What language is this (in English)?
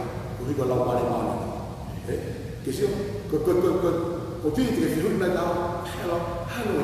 Tongan